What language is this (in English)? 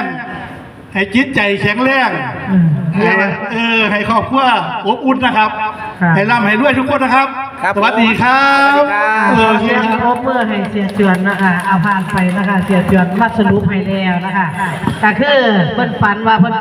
Northeastern Thai